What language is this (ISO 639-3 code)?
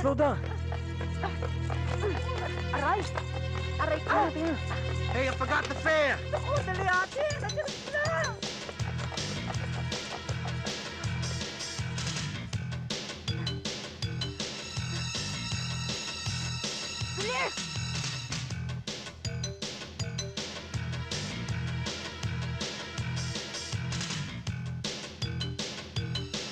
fil